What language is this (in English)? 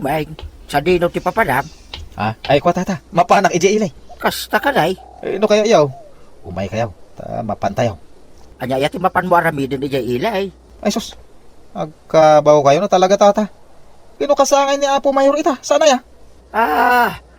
Iloko